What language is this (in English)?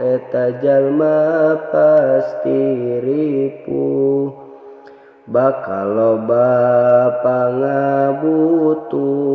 Sundanese